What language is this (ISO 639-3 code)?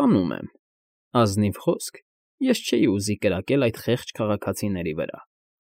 hye